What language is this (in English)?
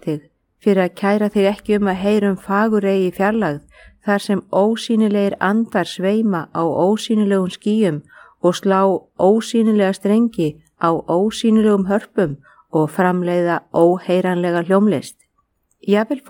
Icelandic